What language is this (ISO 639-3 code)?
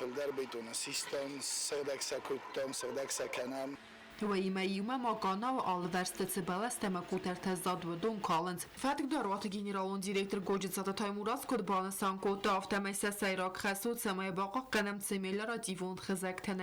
oss